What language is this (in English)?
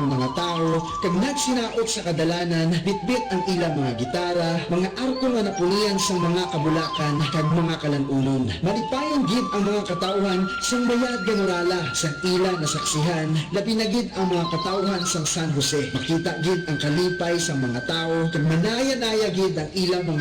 Hiligaynon